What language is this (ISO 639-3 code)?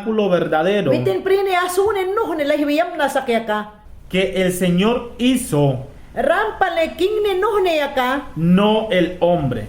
yan